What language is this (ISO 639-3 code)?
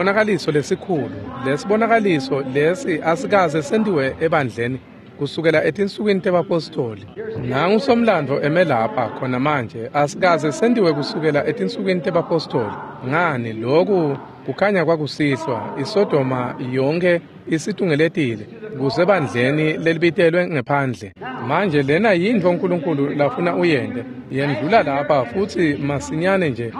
ssw